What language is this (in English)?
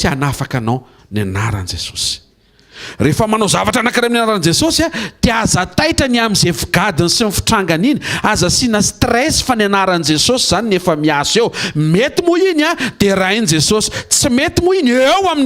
Malagasy